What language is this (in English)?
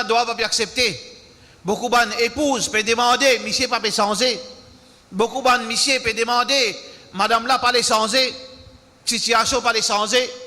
Morisyen